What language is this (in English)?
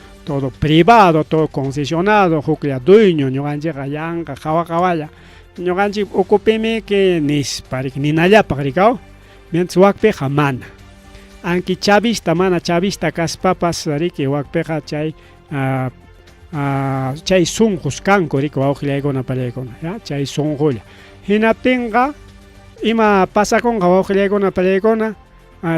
Ayacucho Quechua